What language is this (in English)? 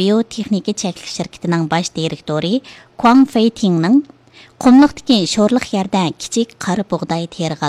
Uyghur